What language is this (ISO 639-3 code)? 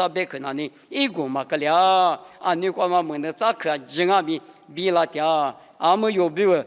lis